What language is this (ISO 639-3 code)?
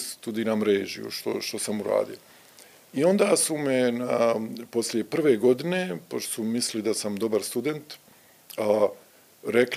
srp